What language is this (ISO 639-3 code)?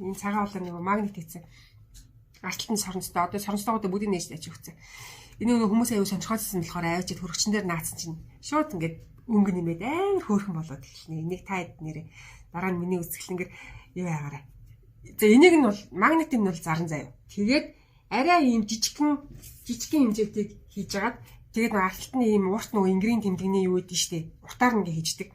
mon